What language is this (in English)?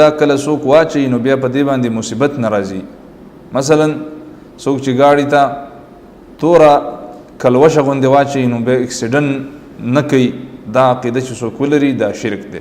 Pashto